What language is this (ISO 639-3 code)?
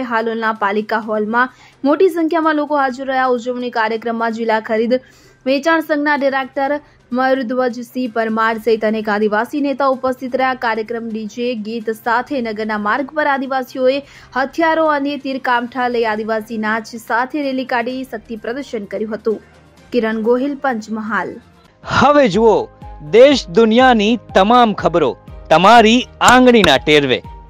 guj